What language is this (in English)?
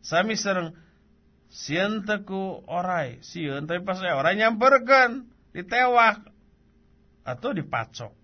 Sundanese